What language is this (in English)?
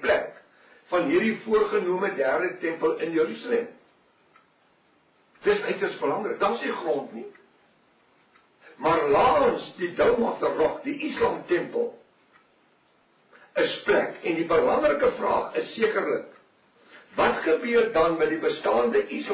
Afrikaans